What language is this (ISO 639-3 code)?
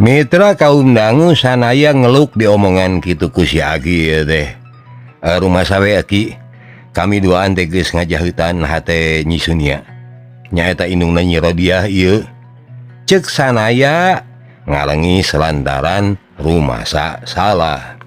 sun